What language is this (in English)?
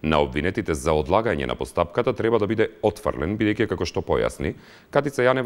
Macedonian